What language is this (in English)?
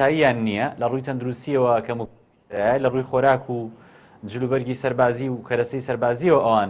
Central Kurdish